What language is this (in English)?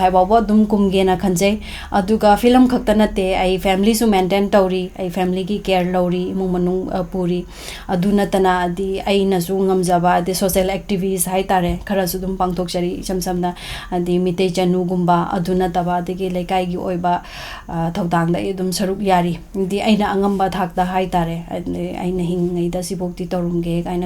Manipuri